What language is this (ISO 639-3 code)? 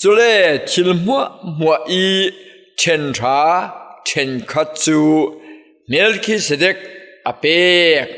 cfm